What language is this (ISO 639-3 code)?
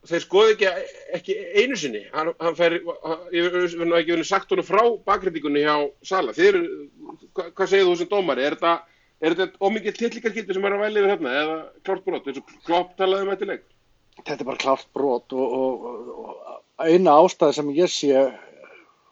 isl